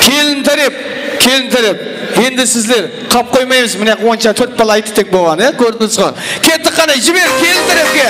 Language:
Kara-Kalpak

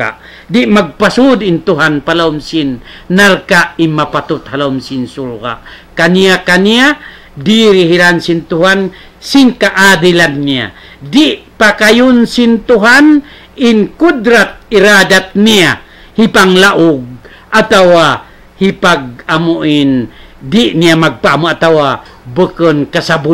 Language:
Tausug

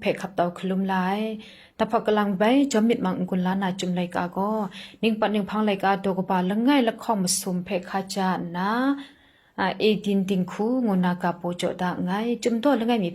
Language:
Kachin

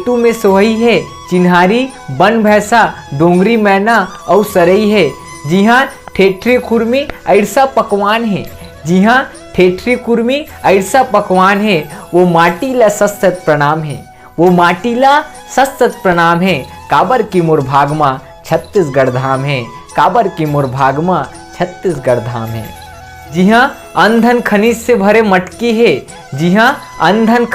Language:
Chhattisgarhi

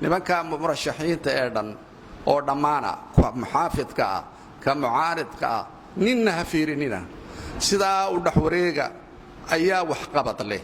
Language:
Somali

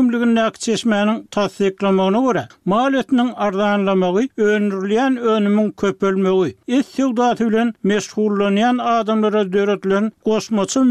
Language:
Turkmen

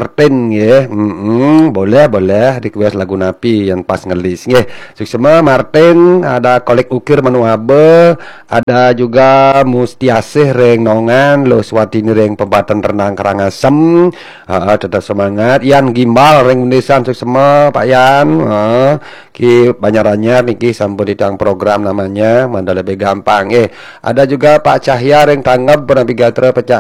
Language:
Balinese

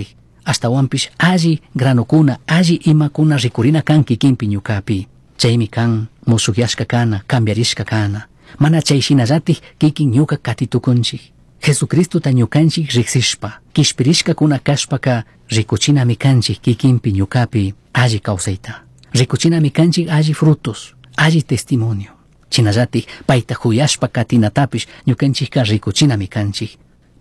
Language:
Chimborazo Highland Quichua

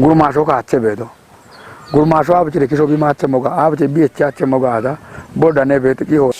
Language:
Kafa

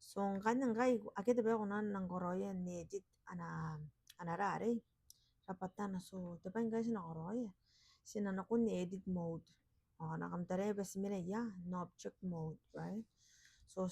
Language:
Gilbertese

